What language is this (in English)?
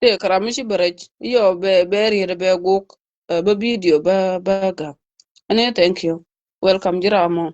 Nuer